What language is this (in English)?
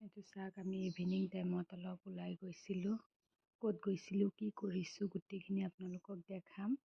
Assamese